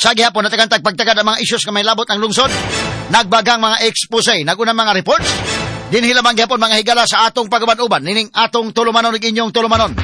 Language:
Cebuano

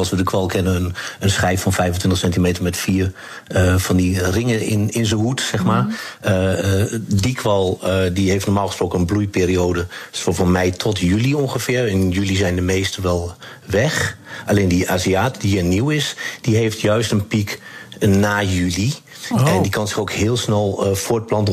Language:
Dutch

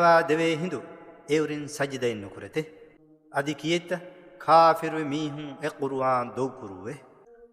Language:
Divehi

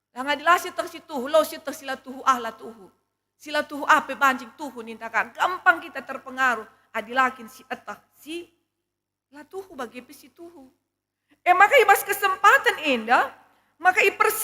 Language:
Batak Karo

